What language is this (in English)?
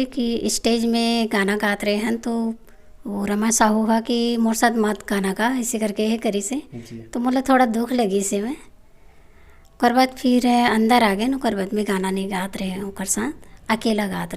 Chhattisgarhi